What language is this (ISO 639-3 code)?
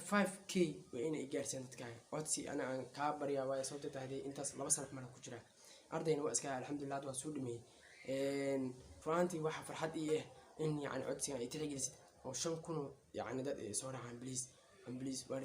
som